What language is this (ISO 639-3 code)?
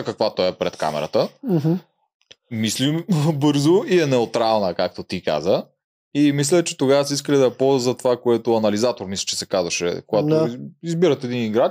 bul